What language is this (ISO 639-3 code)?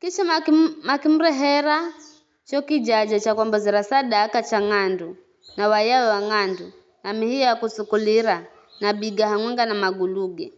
nyf